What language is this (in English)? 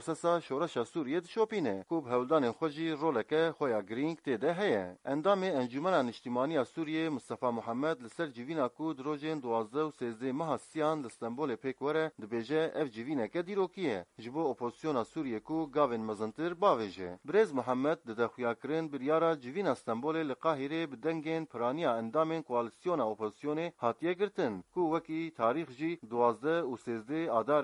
Kurdish